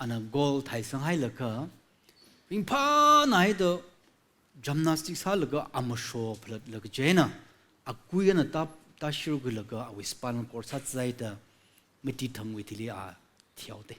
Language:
Tangkhul Naga (India)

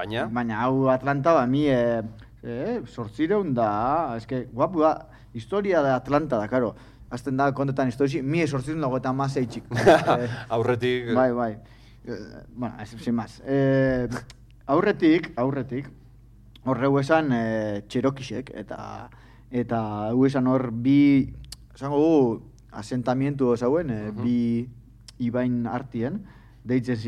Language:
Basque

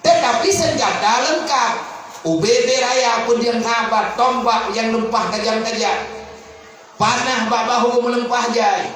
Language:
Achinese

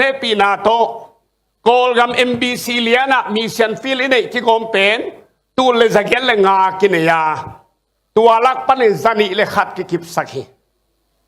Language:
Tedim Chin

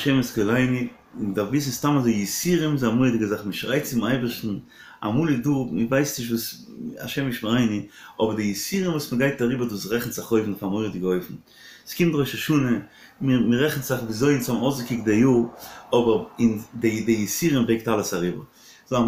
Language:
Yiddish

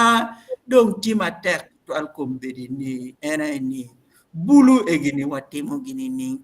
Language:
Acoli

